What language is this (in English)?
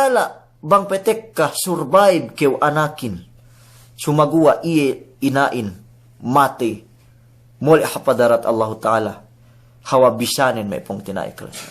Yakan